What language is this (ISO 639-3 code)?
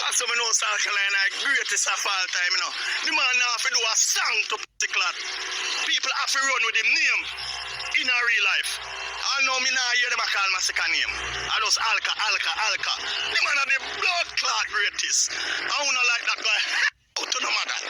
jam